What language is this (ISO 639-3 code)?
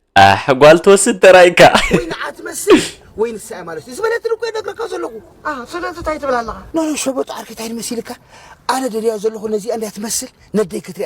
tir